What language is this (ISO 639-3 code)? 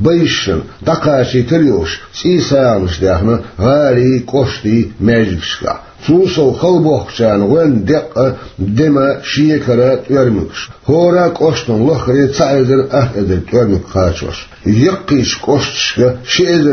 che